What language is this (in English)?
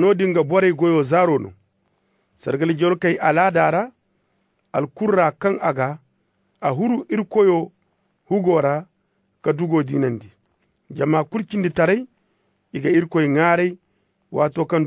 Zarma